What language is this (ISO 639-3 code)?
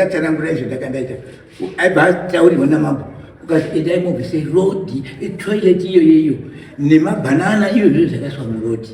sna